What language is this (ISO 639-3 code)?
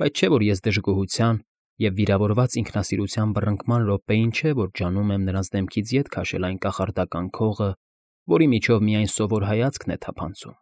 hye